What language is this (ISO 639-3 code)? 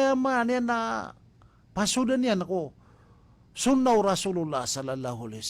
mrw